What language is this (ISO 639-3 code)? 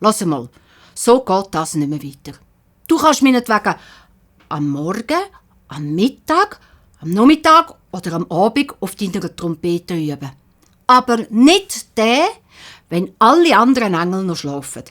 gsw